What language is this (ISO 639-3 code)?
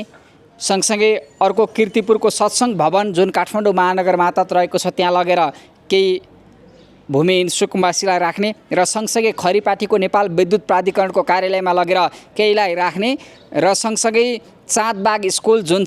nep